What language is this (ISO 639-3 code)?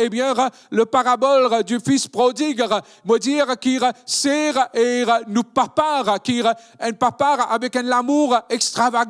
mfe